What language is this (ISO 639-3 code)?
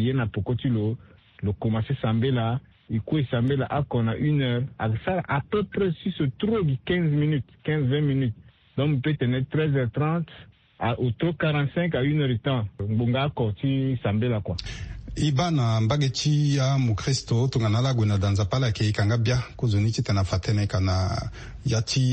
sag